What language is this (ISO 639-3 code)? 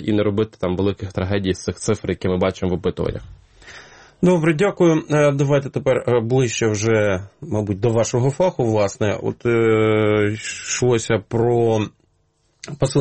ukr